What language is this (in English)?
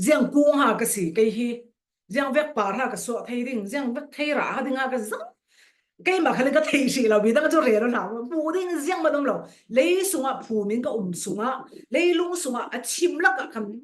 Falam Chin